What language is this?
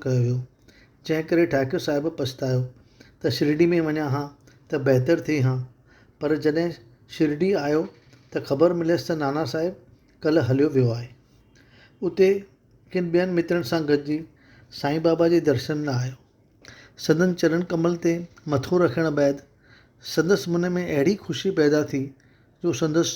Sindhi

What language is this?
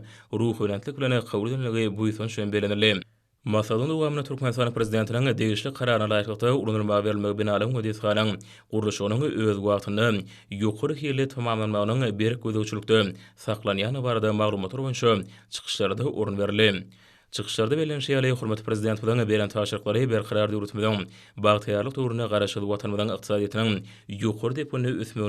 Turkmen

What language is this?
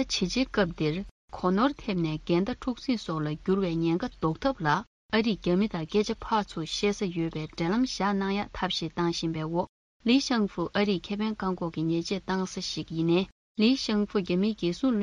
Tibetan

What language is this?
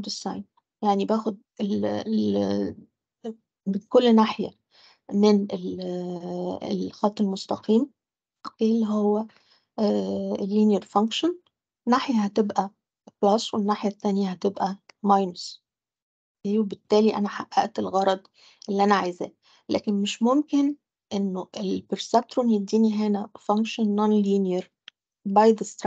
Egyptian Arabic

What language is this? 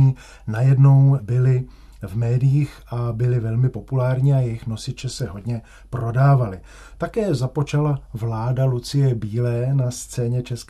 Czech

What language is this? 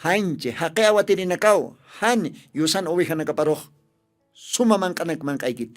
Aymara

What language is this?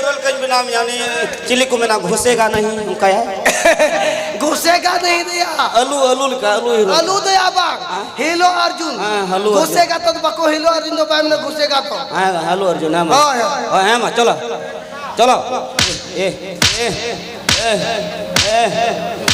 Santali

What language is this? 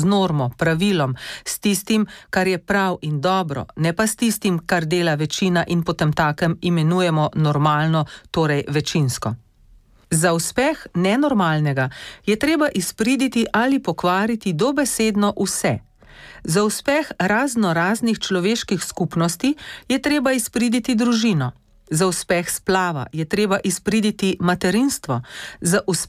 Slovenian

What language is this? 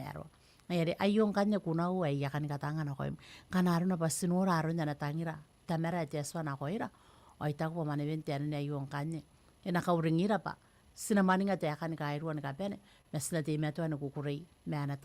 Gilbertese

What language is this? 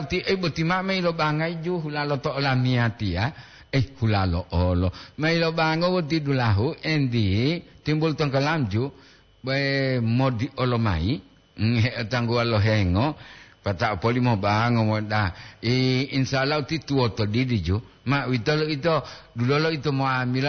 Gorontalo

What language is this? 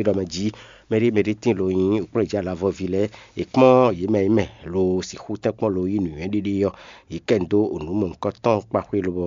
Fon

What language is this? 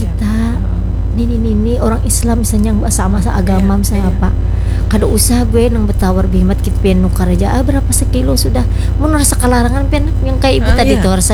Banjar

